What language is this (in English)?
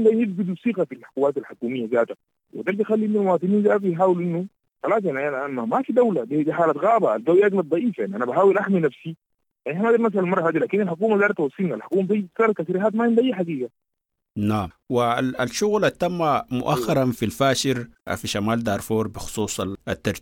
Sudanese Arabic